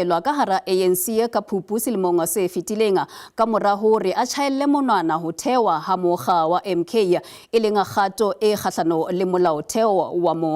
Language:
Southern Sotho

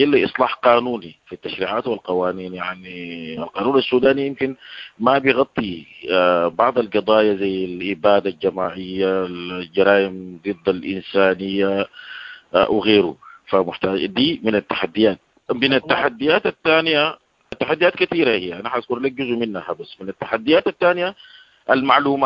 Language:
Sudanese Arabic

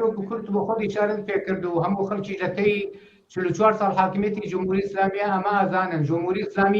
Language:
Central Kurdish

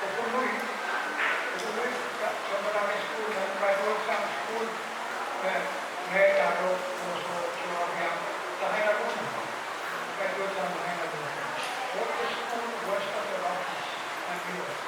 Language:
Pohnpeian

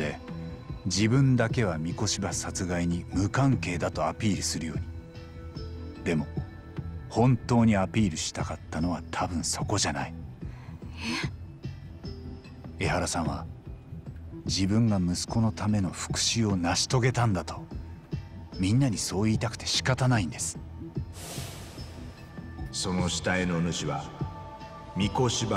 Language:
Japanese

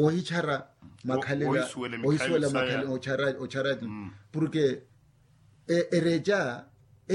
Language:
Makhuwa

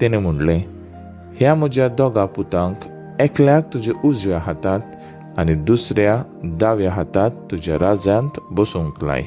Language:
Konkani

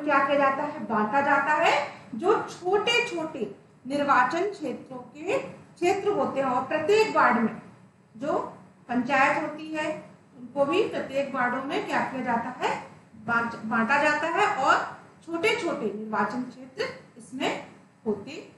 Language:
Hindi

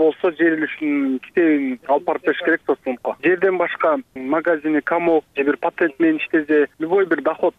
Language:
Kyrgyz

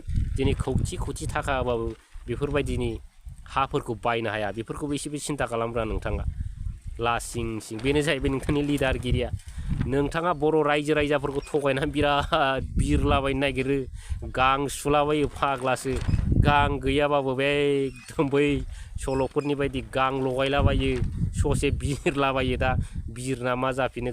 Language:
Bodo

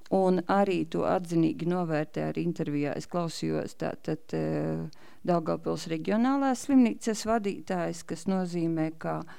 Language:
Latvian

